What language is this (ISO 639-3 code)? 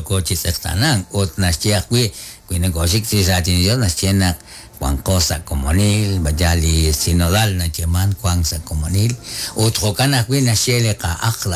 kek